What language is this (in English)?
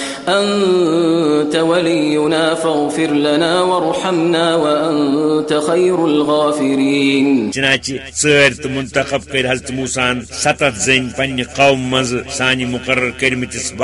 Kashmiri